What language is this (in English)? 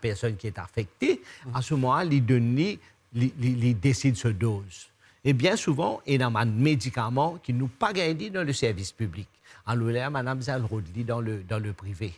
Morisyen